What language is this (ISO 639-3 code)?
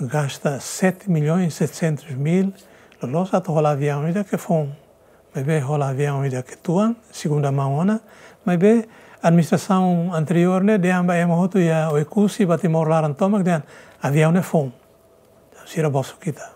tet